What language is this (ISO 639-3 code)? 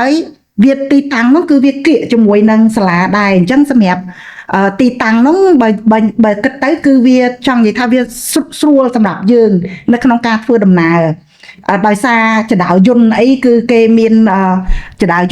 khm